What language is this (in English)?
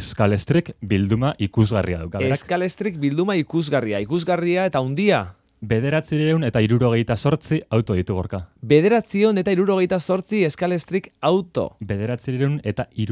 Basque